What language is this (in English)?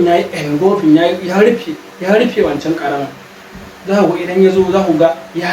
Hausa